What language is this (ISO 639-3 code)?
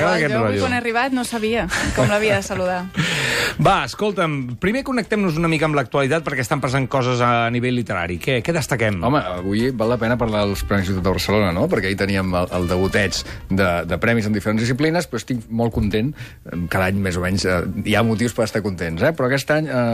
cat